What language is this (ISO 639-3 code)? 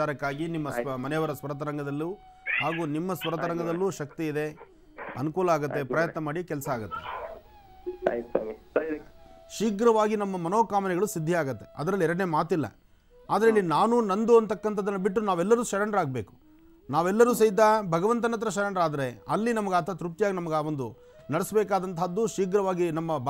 kan